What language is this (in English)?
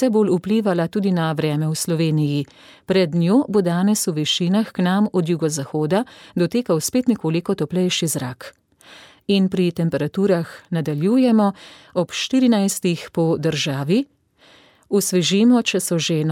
Slovenian